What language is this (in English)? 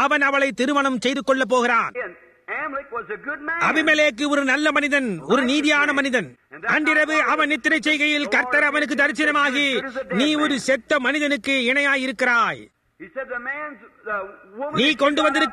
Tamil